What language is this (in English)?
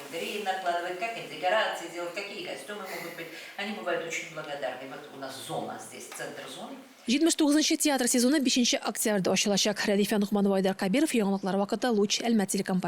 Tatar